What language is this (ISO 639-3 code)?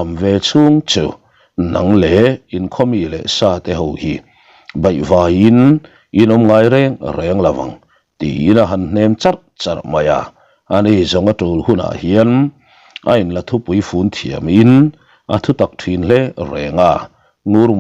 lus